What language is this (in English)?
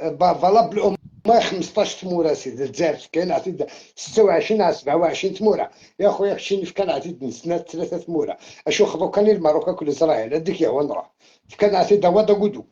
Algerian Arabic